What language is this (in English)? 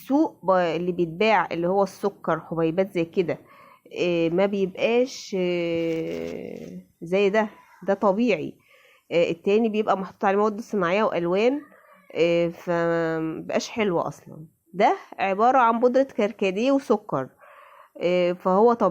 Egyptian Arabic